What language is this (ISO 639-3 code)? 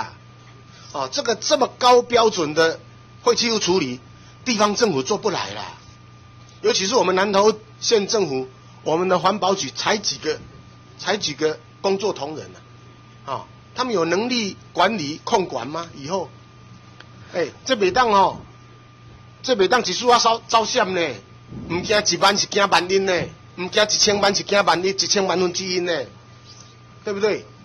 zho